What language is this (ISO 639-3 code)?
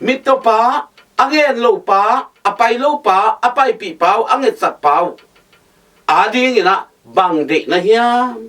ctd